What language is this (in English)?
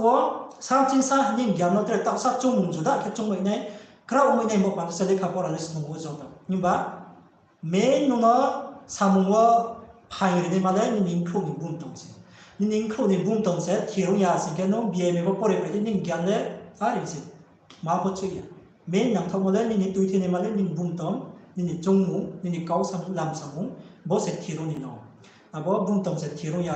Riang (India)